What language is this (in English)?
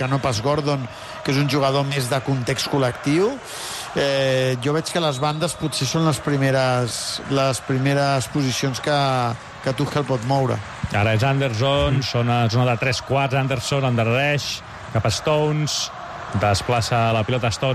Catalan